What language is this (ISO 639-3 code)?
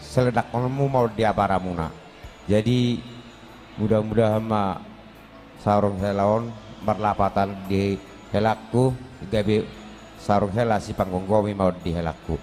bbc